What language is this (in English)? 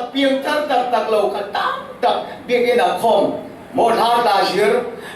Falam Chin